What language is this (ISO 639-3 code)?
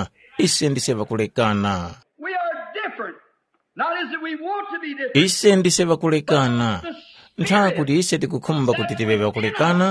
tum